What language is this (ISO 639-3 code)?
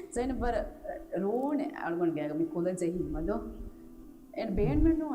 div